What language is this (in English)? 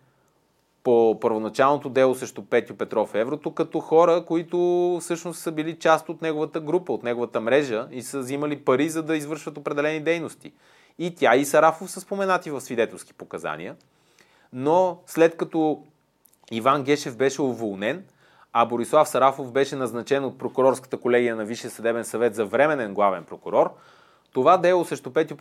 Bulgarian